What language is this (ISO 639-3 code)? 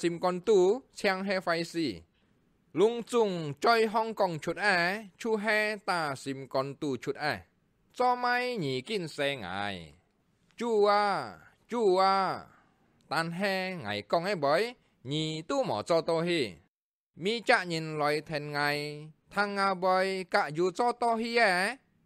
hak